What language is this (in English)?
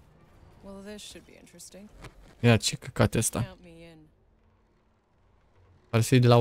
Romanian